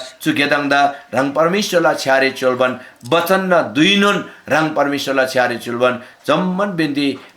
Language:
Eastern Tamang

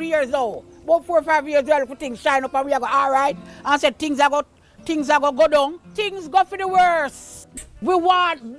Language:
Jamaican Creole English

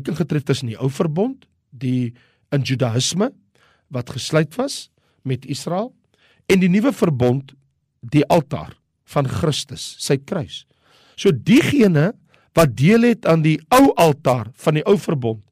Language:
Afrikaans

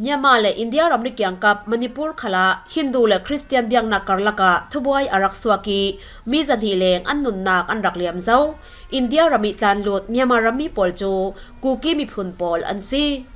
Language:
Falam Chin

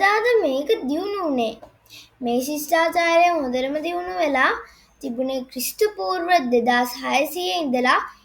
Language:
Sinhala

